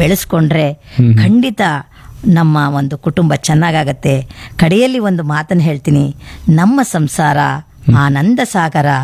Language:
Kannada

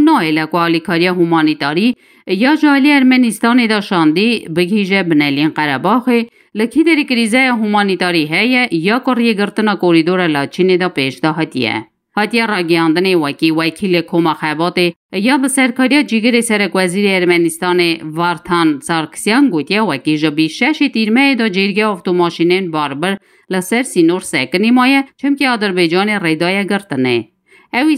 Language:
Kurdish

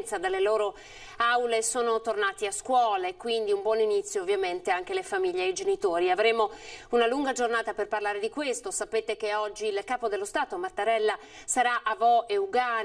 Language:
Italian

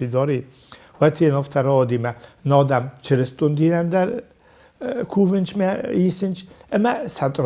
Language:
Ossetic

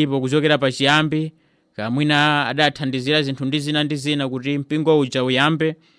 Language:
Nyanja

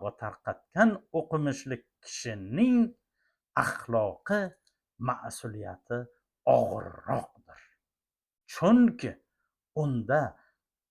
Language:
Uzbek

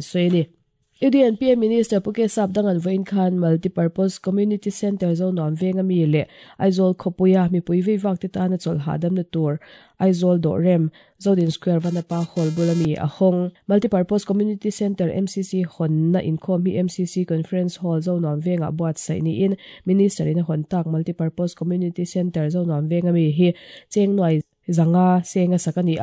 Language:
Mizo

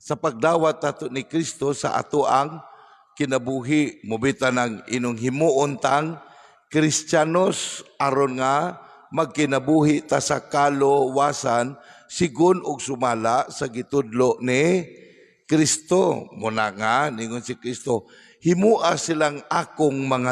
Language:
Cebuano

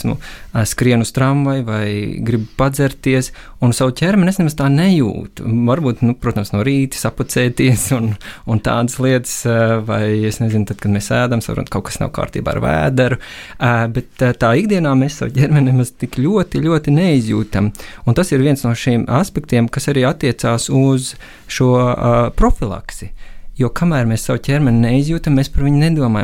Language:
Latvian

